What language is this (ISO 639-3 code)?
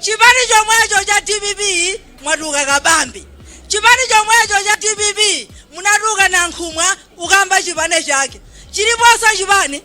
nya